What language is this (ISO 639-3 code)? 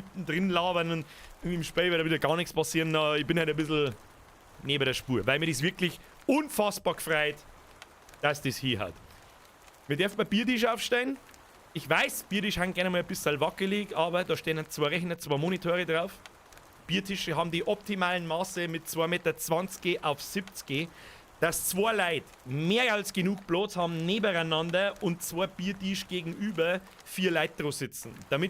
bar